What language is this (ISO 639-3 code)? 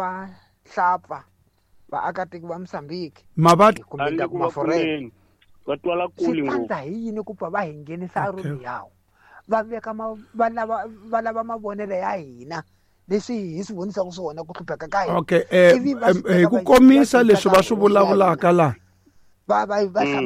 tso